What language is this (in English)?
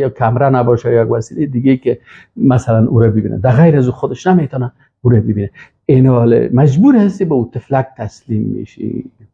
Persian